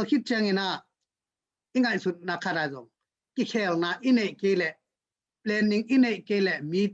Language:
Tedim Chin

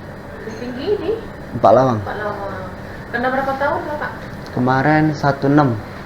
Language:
Musi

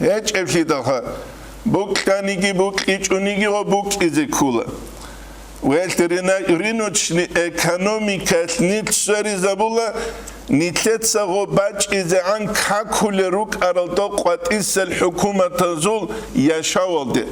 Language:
Avaric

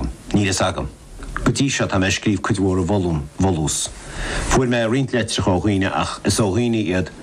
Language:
Irish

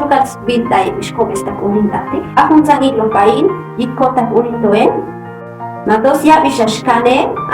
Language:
Chuj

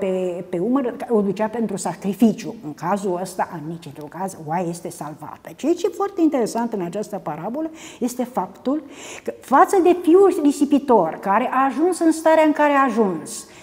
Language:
Romanian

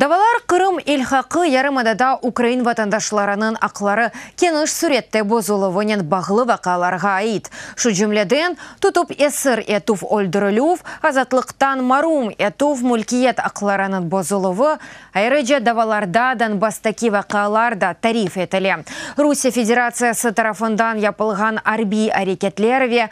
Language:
Crimean Tatar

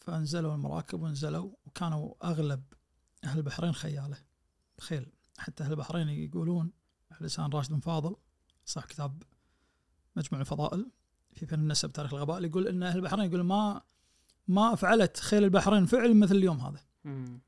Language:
Najdi Arabic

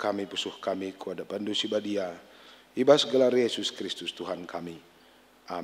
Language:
Batak Karo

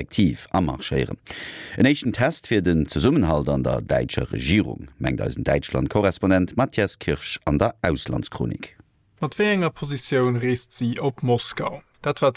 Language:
Luxembourgish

